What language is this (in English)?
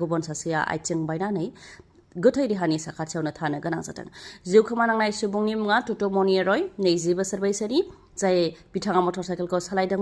Bodo